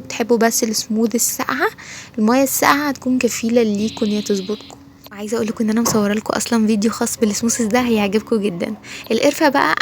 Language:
Egyptian Arabic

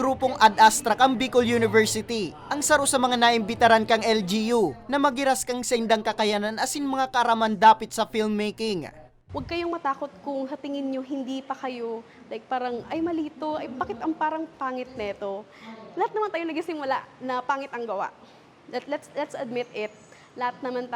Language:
Bikol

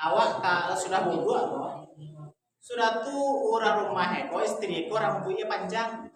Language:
Minangkabau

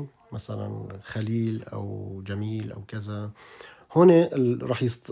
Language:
North Levantine Arabic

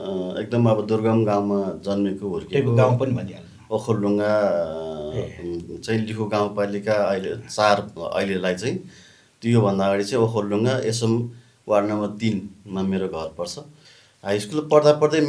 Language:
Nepali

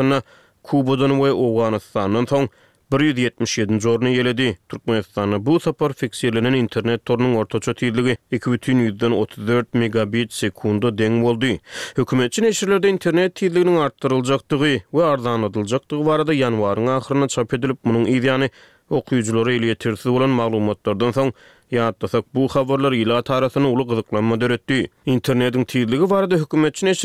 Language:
Turkmen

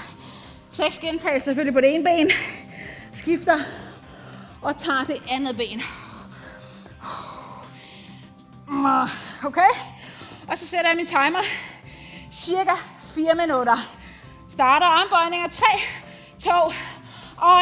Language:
Danish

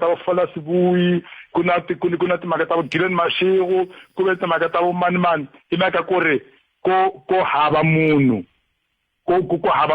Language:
Tsonga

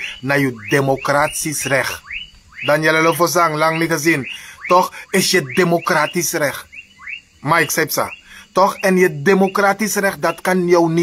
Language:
Sranan Tongo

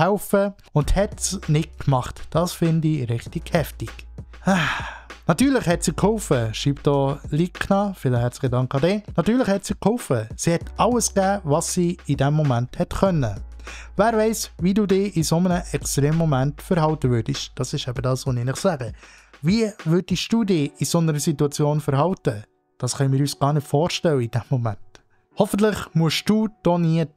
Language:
Swiss German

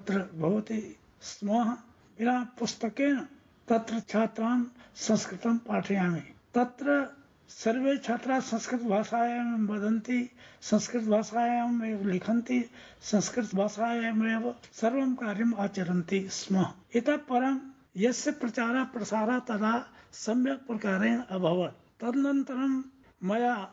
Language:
Sanskrit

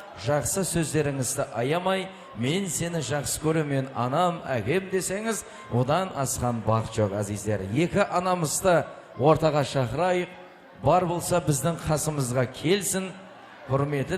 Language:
Kara-Kalpak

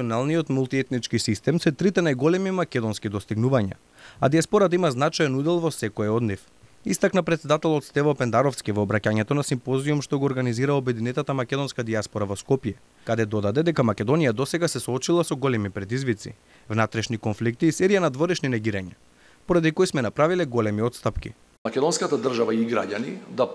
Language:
Macedonian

